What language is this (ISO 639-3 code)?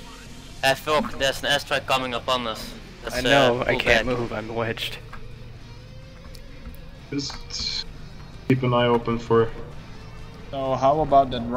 eng